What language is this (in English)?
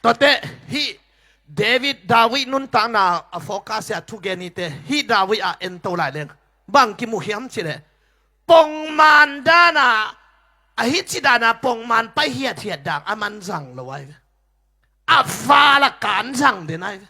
Tedim Chin